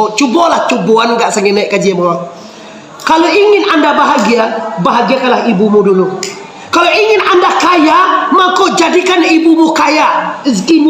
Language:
Minangkabau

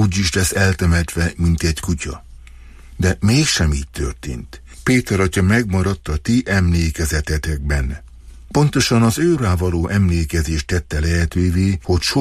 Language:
Hungarian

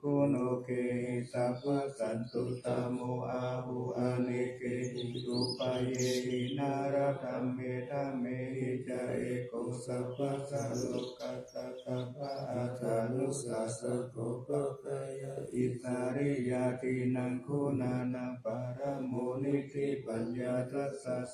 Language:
Pali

